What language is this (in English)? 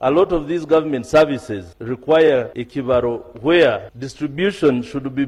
Nyoro